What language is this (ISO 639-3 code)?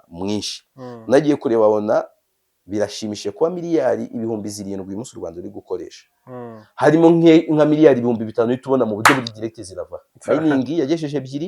kin